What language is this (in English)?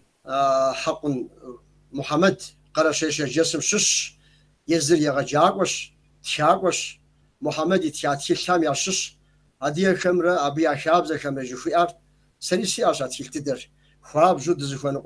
Kabardian